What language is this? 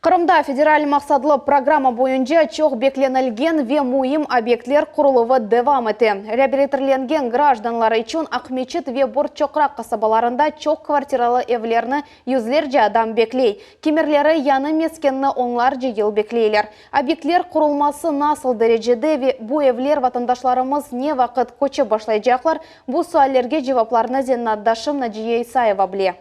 Crimean Tatar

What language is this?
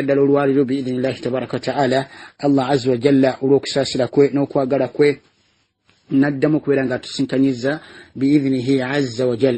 Ganda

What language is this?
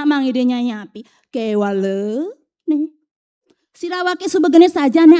Balinese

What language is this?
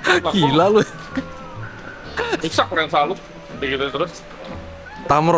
Indonesian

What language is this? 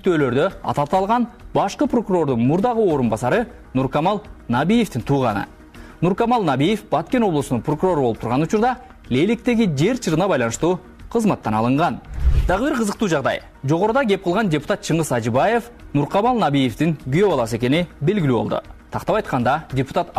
Kyrgyz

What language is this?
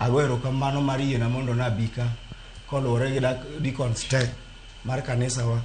Luo (Kenya and Tanzania)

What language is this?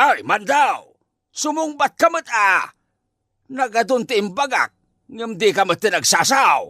Iloko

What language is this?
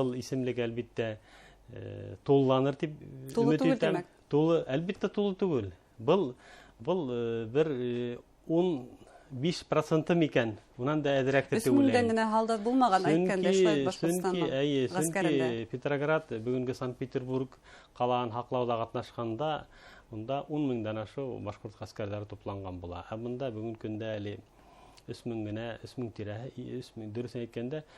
Bashkir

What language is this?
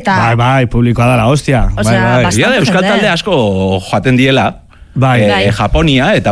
Basque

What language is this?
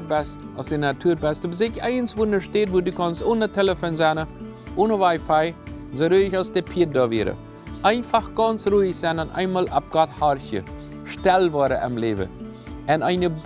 Plautdietsch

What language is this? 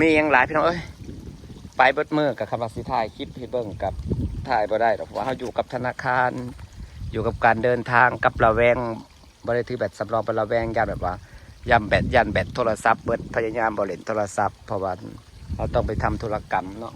Northeastern Thai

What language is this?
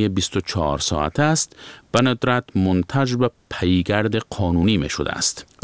Persian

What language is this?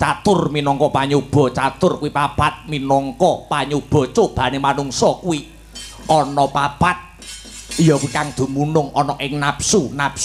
Javanese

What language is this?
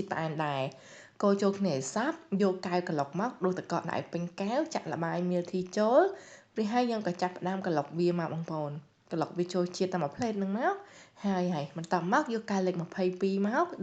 Khmer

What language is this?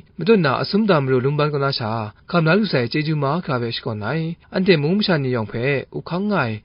Kachin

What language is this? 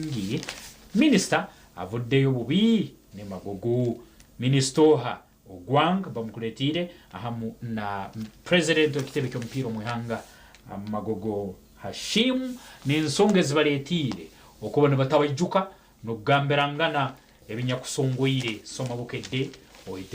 Nyankole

